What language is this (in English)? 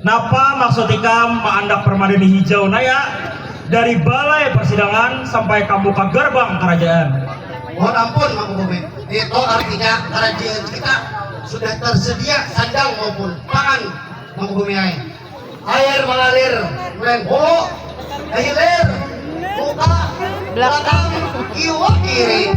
Banjar